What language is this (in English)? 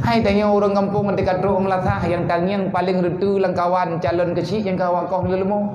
Achinese